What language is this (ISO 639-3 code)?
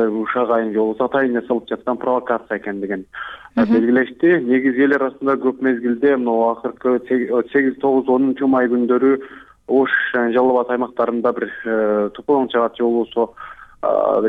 kir